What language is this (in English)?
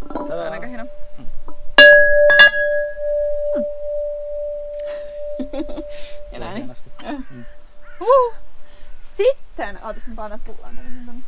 Finnish